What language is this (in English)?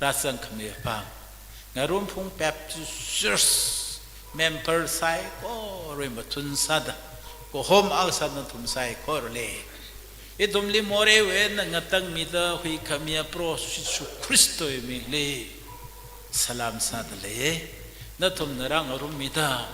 Tangkhul Naga (India)